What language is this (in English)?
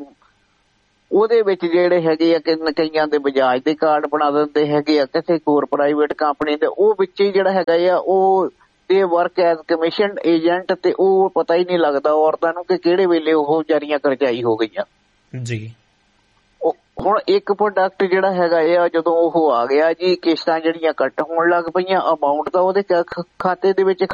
Punjabi